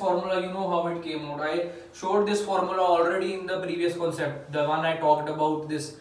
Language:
English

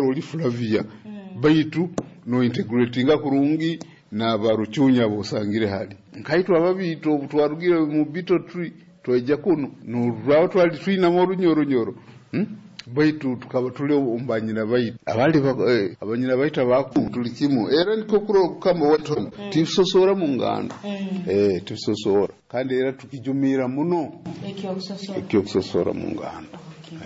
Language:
Nyoro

